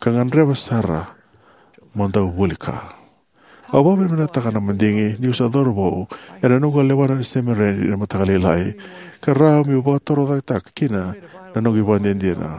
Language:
Fijian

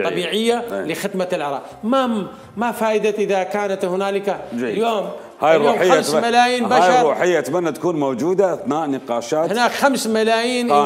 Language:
Mesopotamian Arabic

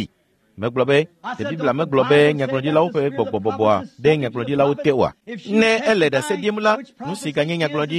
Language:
Ewe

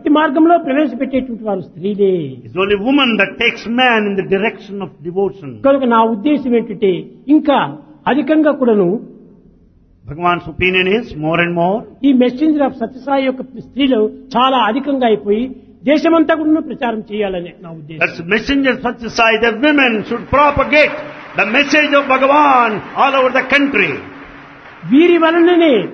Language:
Telugu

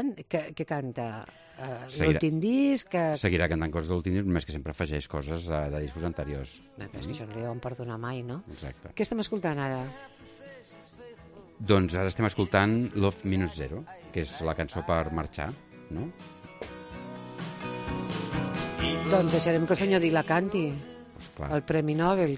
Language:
Catalan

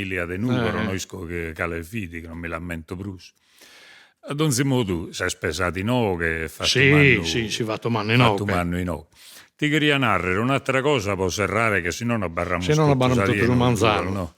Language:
Sardinian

